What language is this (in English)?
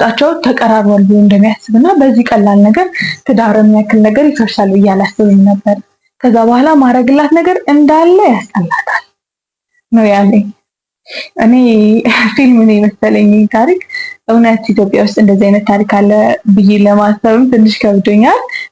Amharic